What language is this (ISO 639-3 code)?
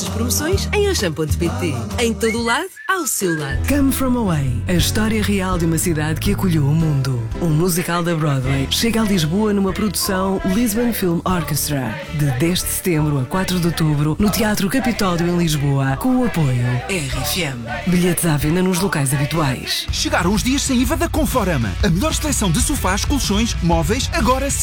por